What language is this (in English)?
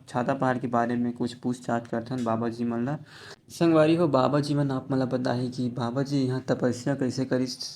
Chhattisgarhi